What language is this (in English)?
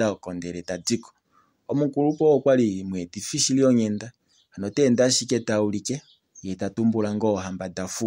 Kuanyama